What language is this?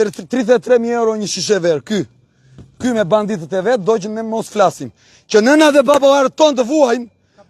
Albanian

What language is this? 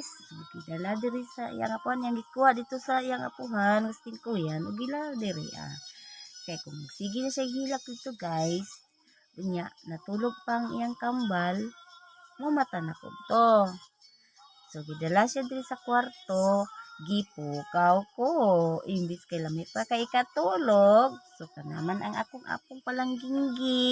Cebuano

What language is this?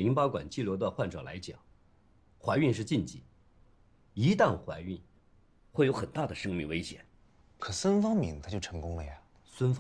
Chinese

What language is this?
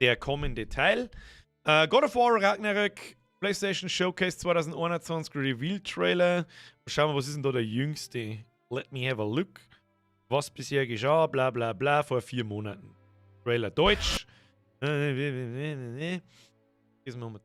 Bavarian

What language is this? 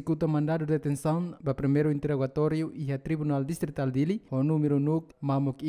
Tetum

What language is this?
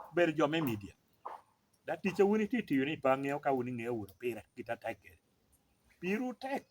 Lango (Uganda)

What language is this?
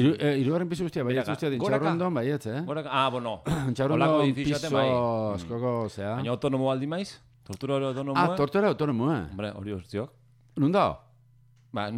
Basque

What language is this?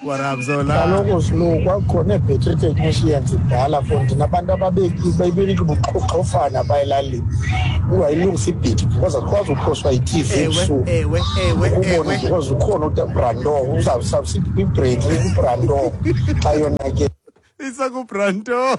Xhosa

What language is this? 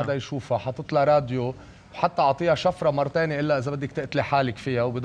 North Levantine Arabic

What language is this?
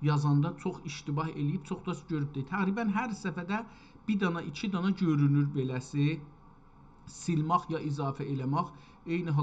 South Azerbaijani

